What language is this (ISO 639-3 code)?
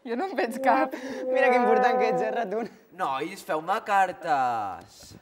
cat